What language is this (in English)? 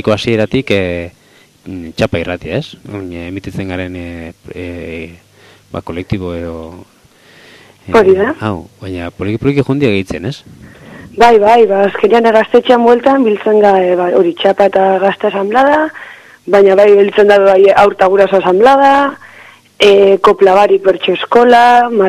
Basque